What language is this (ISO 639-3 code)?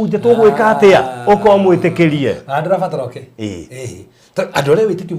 kik